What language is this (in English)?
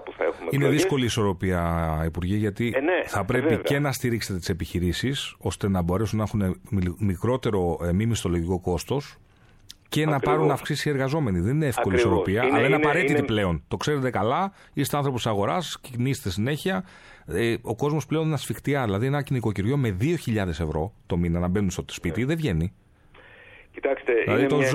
Greek